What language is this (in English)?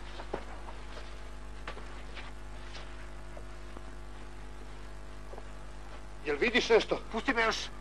Croatian